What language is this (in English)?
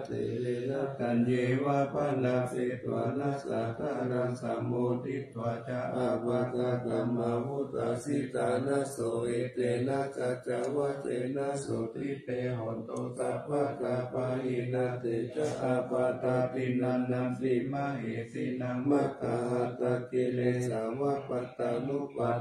Pali